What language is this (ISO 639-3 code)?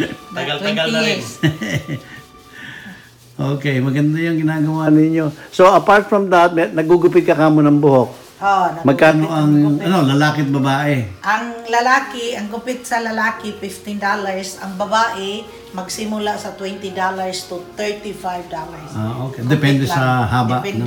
fil